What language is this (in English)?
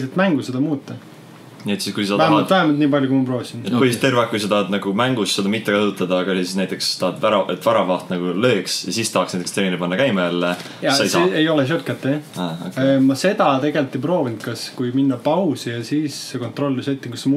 Estonian